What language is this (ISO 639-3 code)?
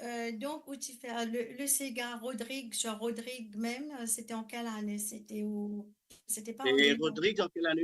mfe